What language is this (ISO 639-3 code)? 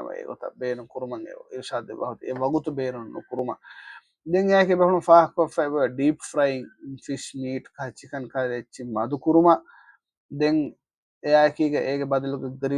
div